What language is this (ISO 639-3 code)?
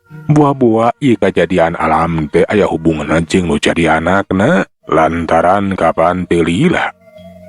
sun